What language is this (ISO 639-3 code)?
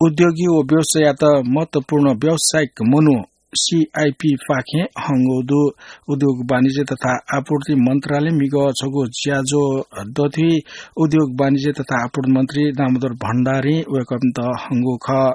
new